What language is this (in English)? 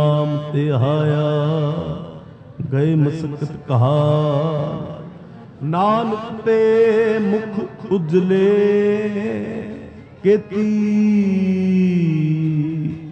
Punjabi